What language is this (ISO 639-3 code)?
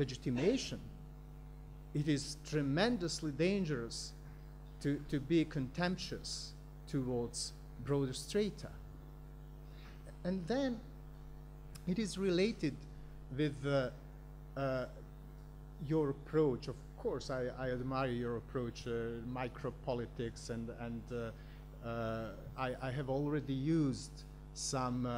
eng